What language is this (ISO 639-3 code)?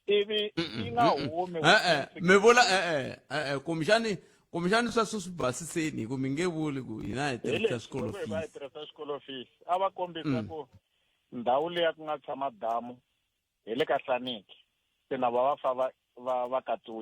tso